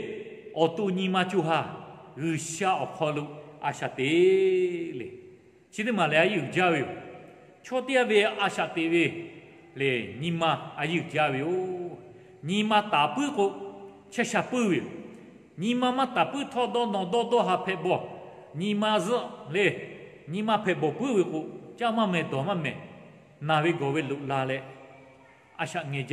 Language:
Lahu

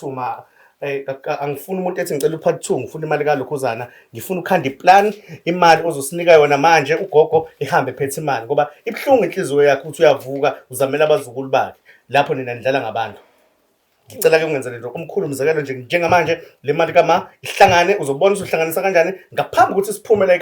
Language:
Zulu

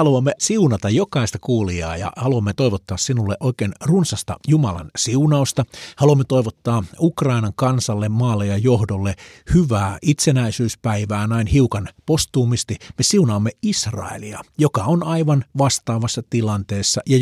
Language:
Finnish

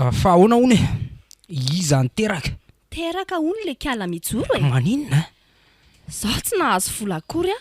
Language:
Malagasy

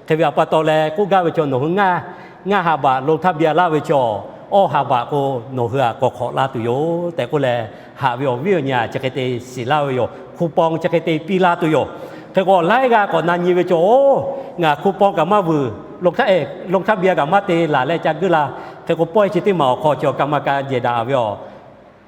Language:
Lahu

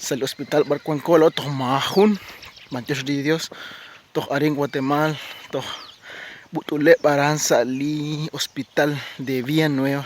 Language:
Kekchí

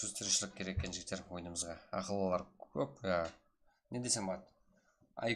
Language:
Kara-Kalpak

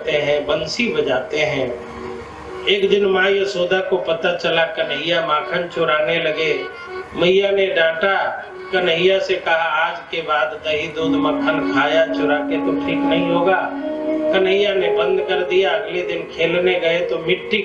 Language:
Hindi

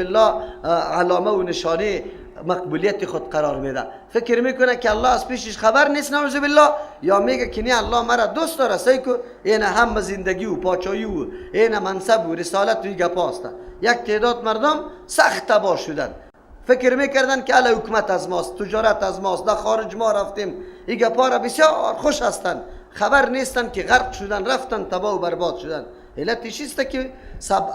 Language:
Persian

